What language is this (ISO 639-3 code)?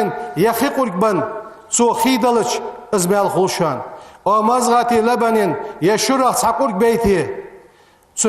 inh